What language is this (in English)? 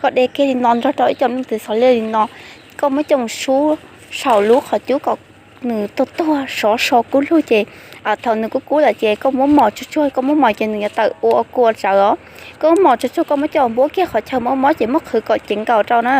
Hmong